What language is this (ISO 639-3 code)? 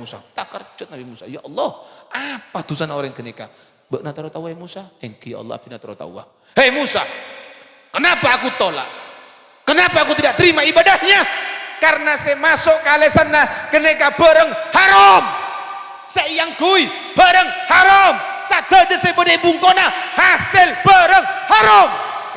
mad